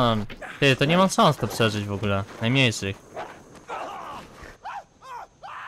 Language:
Polish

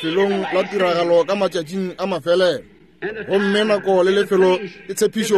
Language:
Northern Sotho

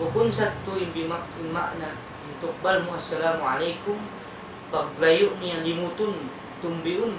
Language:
Tausug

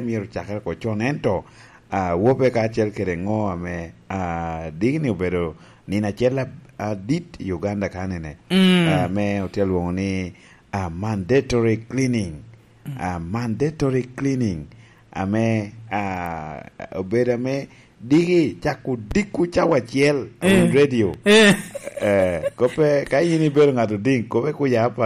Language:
Lango (Uganda)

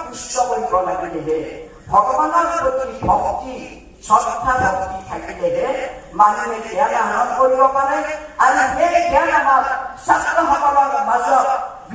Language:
Assamese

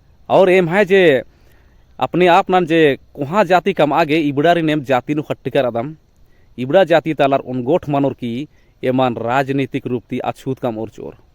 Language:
Kurukh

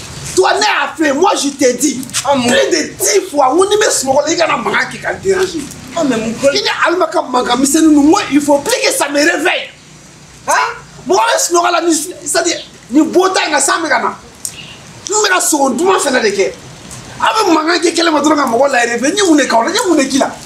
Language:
Bambara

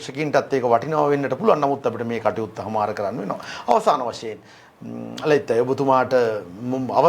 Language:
Sinhala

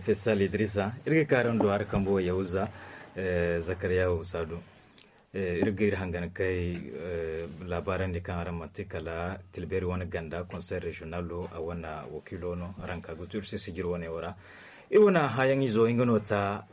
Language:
Zarma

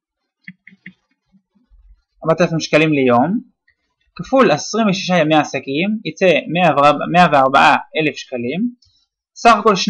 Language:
Hebrew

